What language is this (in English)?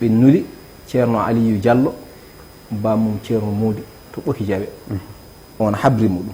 Fula